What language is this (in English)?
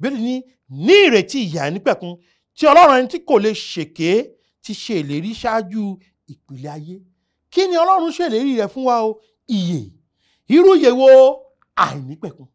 Yoruba